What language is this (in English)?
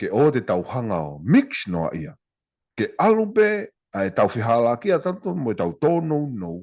Tongan